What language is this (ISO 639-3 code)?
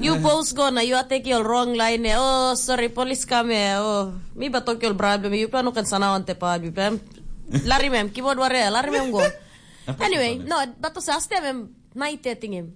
tpi